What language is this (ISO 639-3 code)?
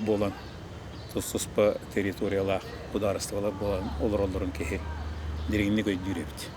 sah